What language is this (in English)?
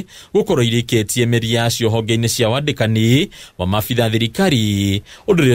Kikuyu